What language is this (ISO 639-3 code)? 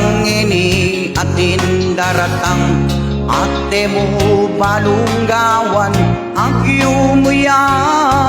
pam